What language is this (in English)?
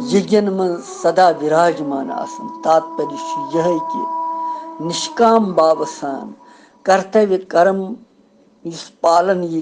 Kashmiri